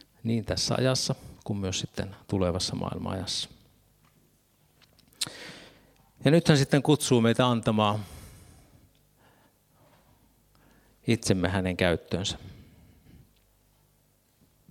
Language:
Finnish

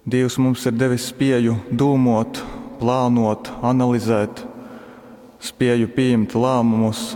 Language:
Latgalian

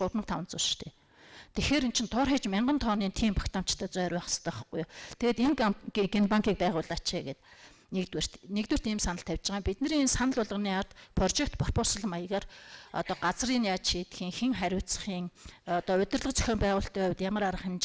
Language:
Mongolian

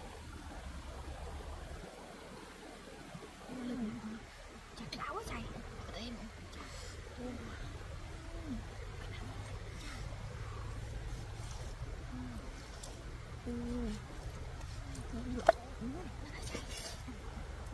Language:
Vietnamese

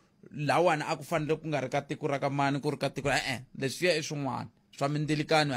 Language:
Tsonga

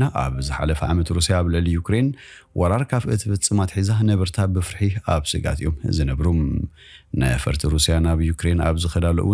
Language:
Tigrinya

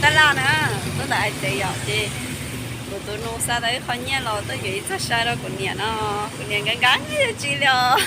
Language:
Hmong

